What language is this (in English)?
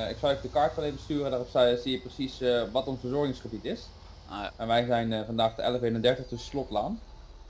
Dutch